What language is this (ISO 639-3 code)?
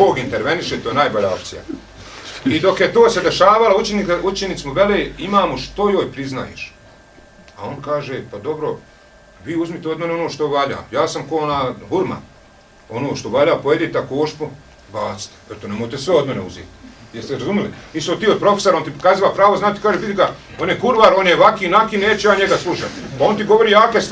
bos